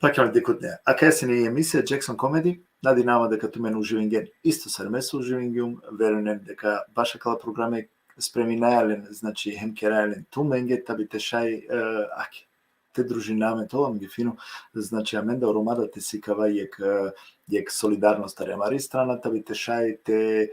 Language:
Balkan Romani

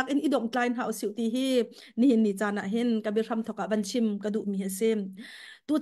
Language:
Hakha Chin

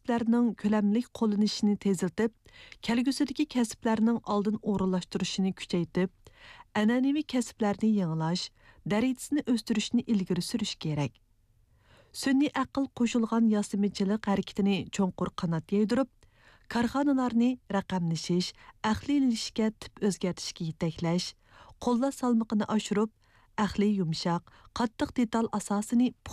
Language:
Uyghur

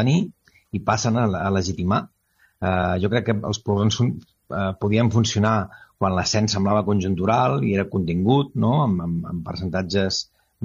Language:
Catalan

